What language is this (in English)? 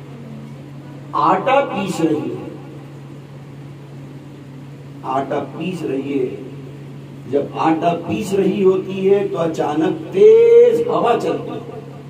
Urdu